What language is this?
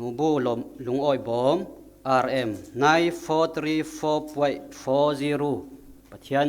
Falam Chin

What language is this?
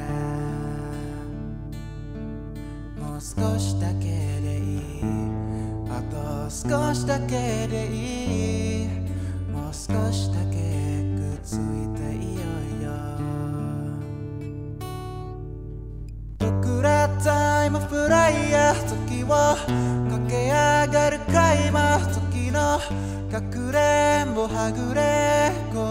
Japanese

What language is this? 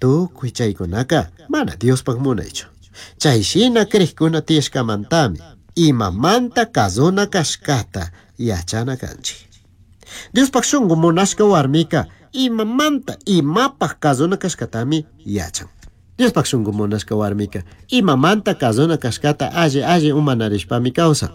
Chimborazo Highland Quichua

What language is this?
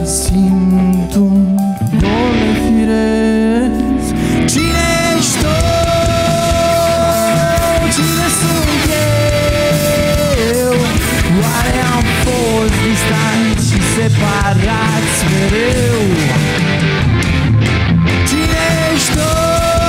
Romanian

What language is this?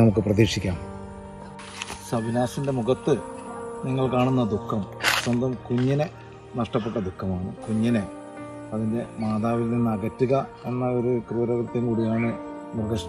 Malayalam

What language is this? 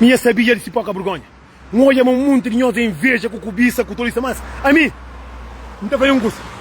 Kabuverdianu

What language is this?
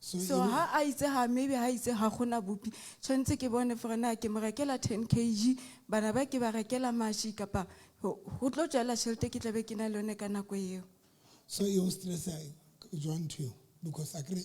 Southern Sotho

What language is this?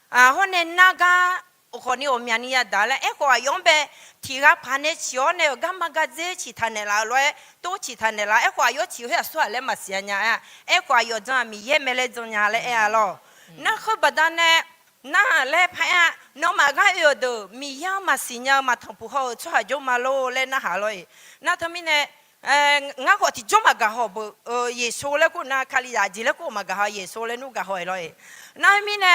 Akha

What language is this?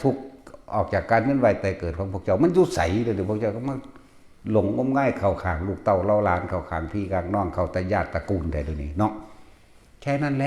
Northeastern Thai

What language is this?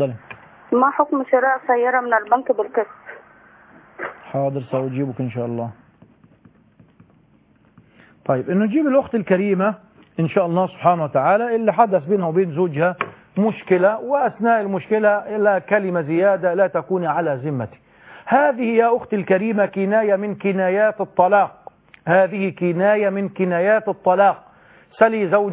Arabic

